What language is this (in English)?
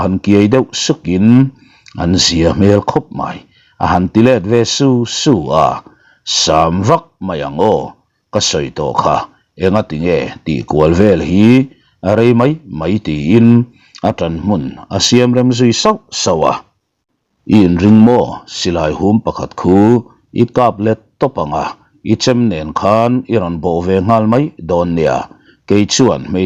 Mizo